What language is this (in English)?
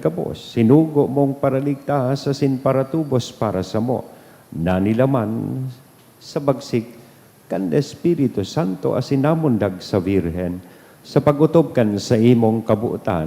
Bikol